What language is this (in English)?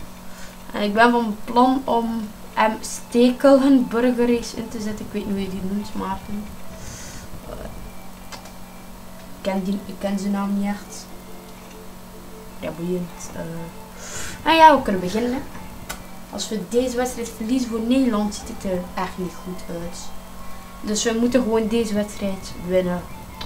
Dutch